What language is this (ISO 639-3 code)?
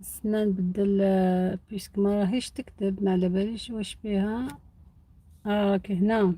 arq